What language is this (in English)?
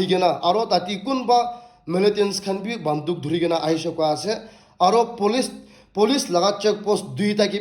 Naga Pidgin